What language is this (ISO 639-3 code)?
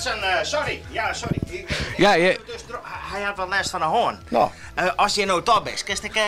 fry